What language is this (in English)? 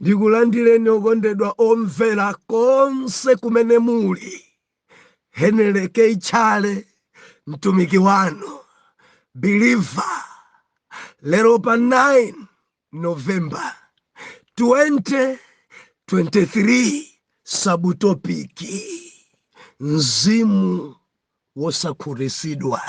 Nyanja